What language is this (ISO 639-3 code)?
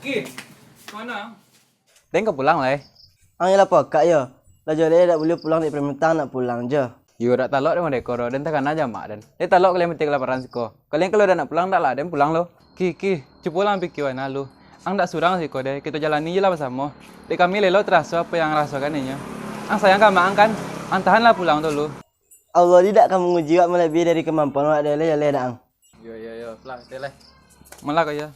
min